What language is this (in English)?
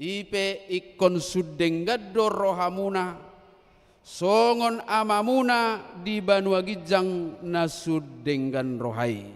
Batak Toba